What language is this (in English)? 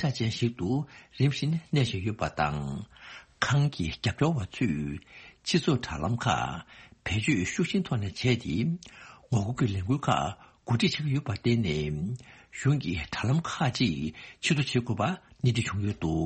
Tibetan